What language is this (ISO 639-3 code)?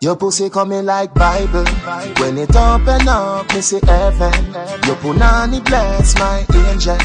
jam